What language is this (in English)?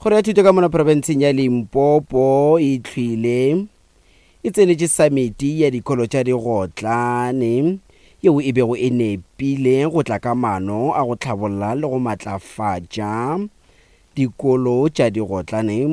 Northern Sotho